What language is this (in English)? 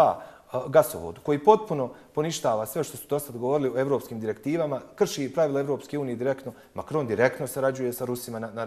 Bosnian